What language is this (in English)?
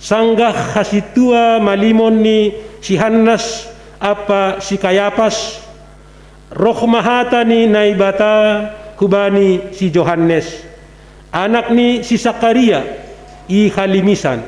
Batak Simalungun